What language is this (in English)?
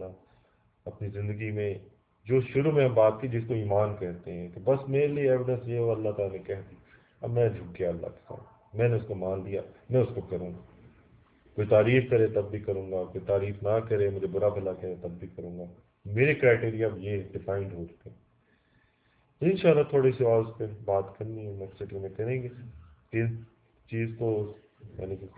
Urdu